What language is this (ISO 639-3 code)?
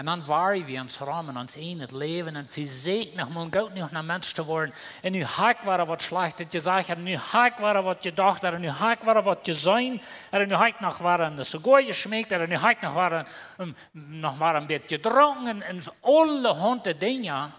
pdt